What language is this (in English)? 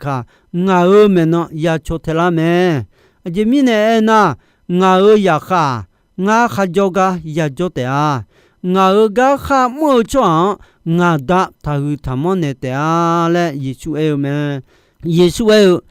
Akha